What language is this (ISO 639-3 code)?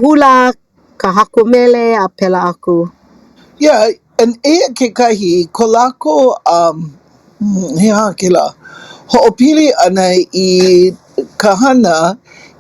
haw